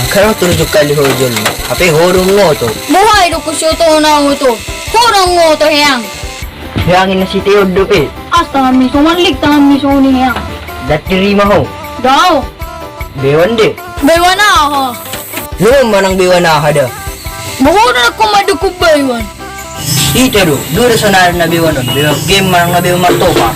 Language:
Batak Toba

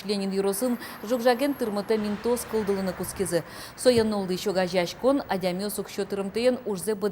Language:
Udmurt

